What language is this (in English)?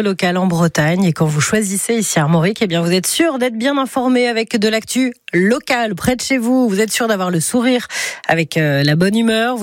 French